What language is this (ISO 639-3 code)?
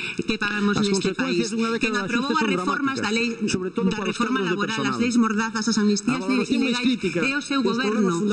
glg